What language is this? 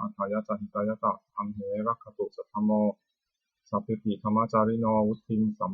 Pali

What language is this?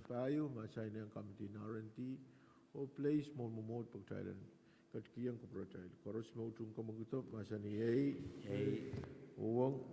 Pohnpeian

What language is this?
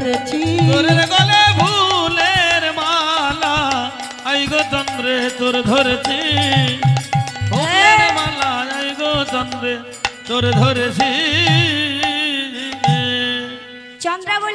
Bangla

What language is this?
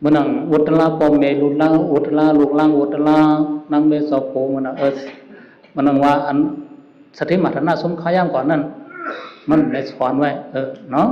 Shan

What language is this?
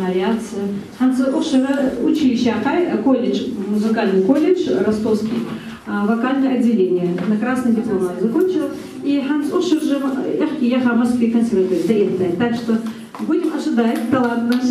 Ingush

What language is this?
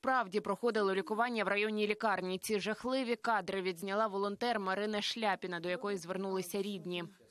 Ukrainian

